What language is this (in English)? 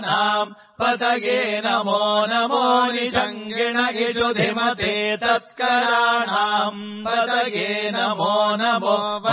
Sanskrit